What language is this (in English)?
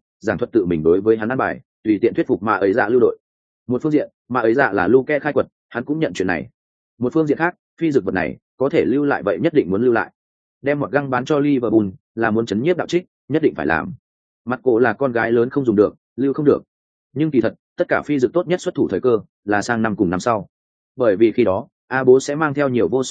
Vietnamese